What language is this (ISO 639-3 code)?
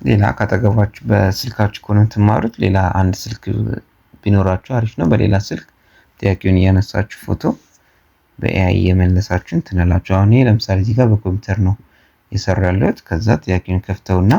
amh